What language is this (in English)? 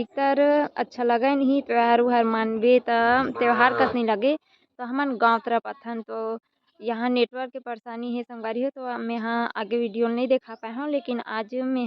Chhattisgarhi